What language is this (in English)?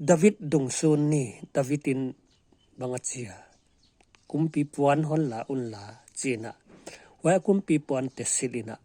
Paite Chin